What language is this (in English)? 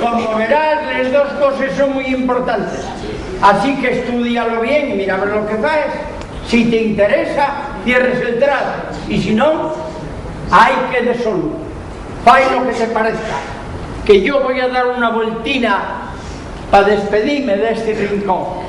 Asturian